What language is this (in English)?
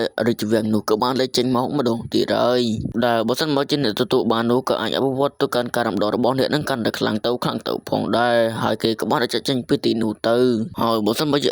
Khmer